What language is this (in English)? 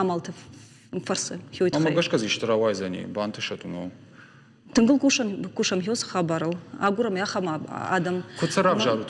Ossetic